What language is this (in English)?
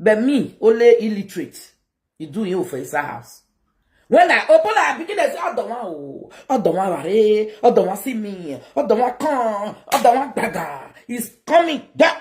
Nigerian Pidgin